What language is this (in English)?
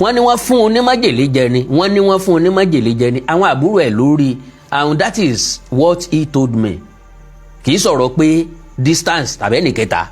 Yoruba